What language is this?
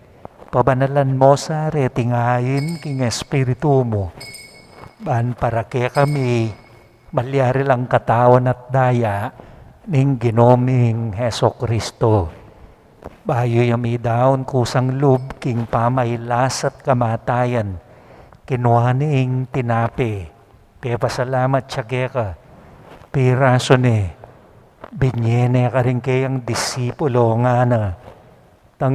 Pampanga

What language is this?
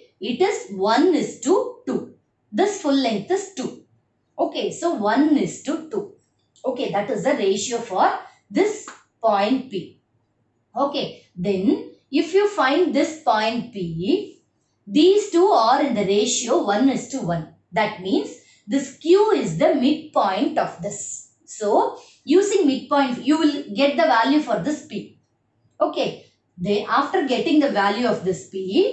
English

